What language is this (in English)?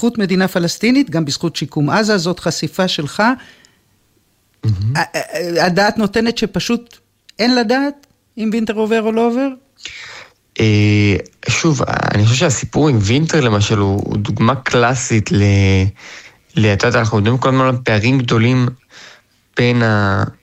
Hebrew